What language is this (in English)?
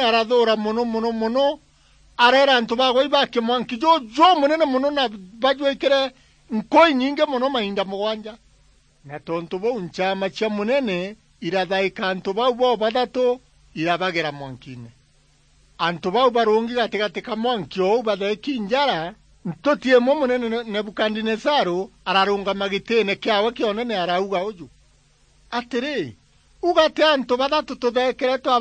Meru